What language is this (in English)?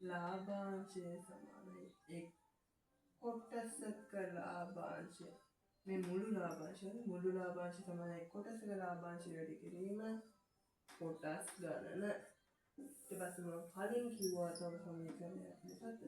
Sinhala